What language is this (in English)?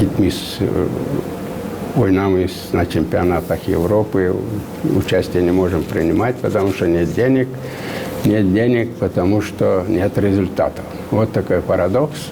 Gagauz